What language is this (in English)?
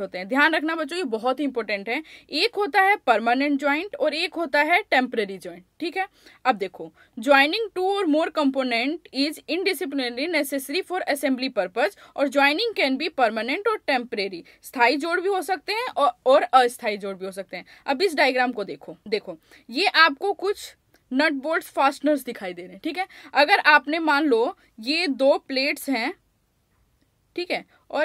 Hindi